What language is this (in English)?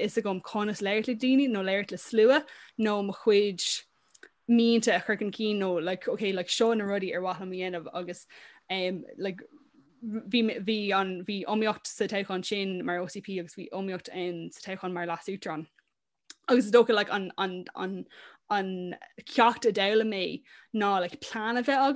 Irish